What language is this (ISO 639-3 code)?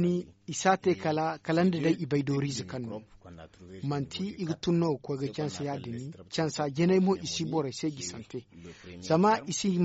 dje